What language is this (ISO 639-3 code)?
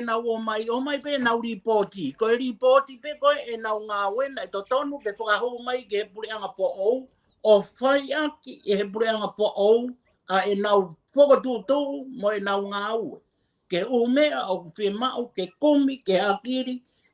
ton